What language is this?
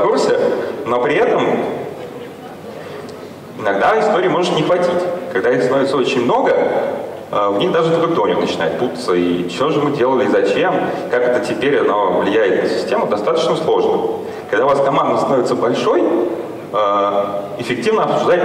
Russian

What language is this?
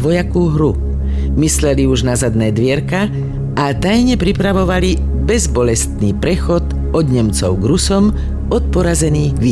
Slovak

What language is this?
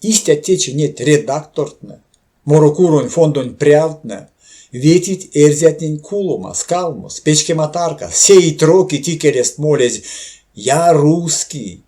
Erzya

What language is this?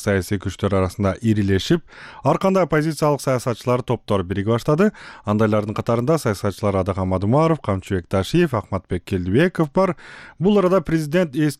Kyrgyz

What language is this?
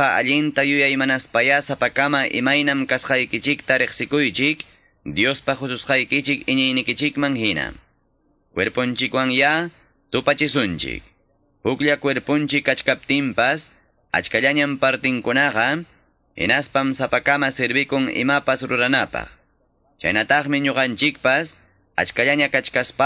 Quechua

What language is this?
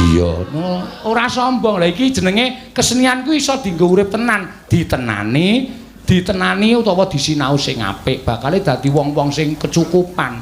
Javanese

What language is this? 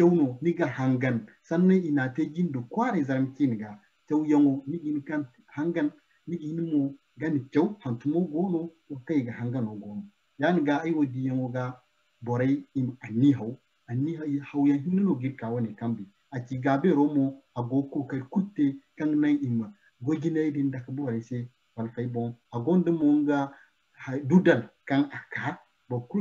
Zarma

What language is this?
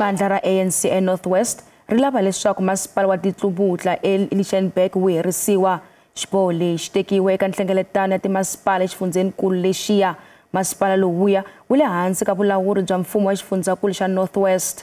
Tsonga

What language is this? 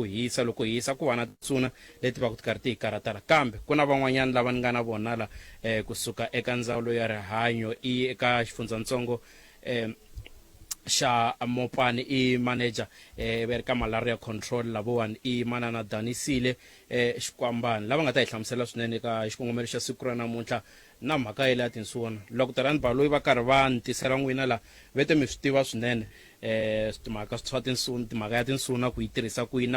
Tsonga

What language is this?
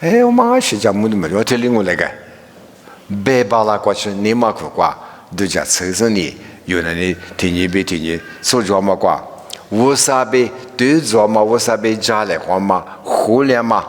Lisu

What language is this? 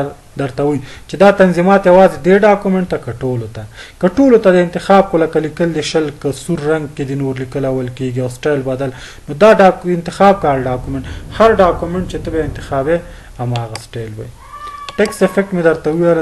Pashto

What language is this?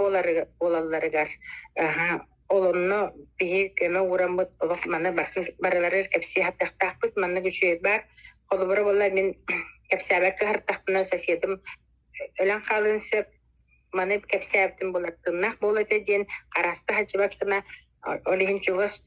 Yakut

